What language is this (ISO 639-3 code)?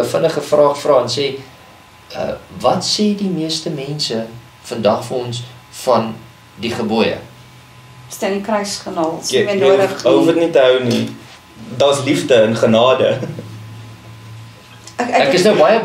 afr